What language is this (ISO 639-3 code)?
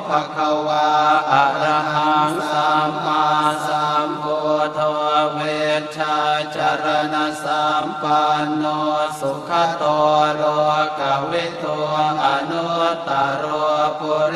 pli